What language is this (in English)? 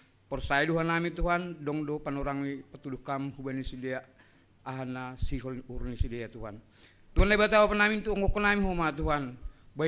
Batak Simalungun